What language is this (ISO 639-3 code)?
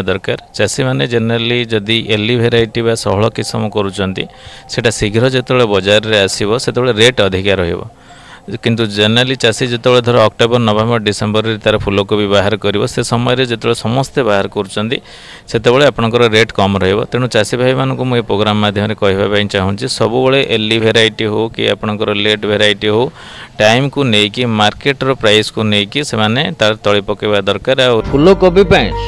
ori